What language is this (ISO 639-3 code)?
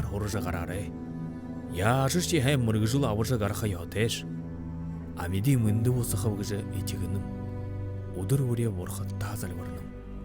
bua